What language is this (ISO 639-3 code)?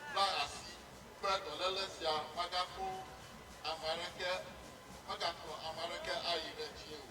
ewe